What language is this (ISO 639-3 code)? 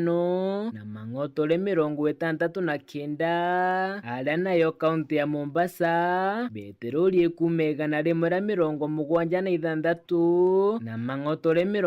mer